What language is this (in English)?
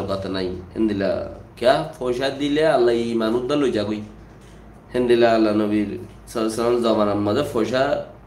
Rohingya